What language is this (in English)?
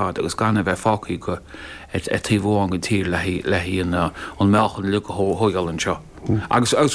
Irish